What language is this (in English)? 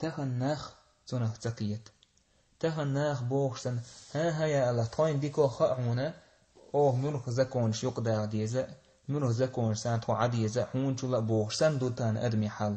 Chechen